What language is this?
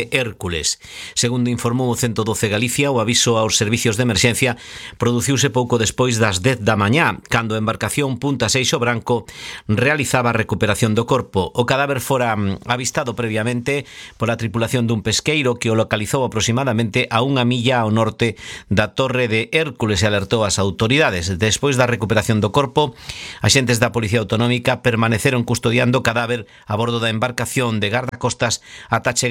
Galician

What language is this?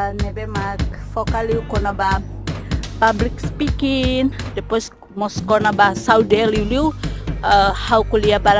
Tetum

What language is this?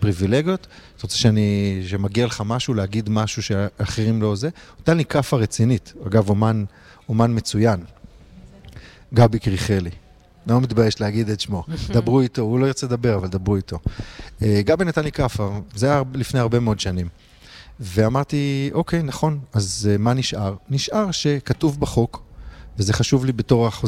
Hebrew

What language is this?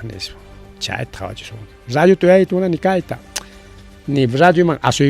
Ayacucho Quechua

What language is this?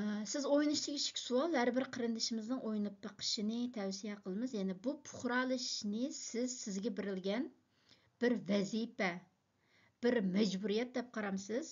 Uyghur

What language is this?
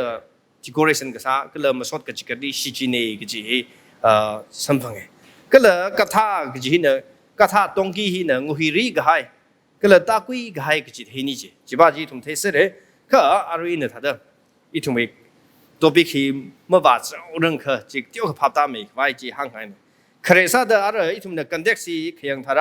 Tangkhul Naga (India)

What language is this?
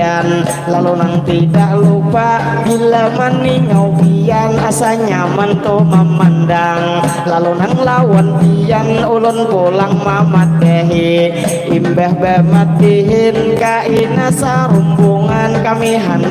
Banjar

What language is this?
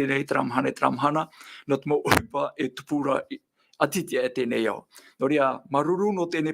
Tahitian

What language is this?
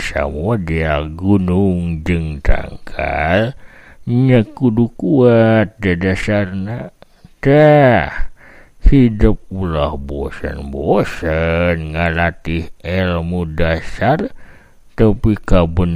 Sundanese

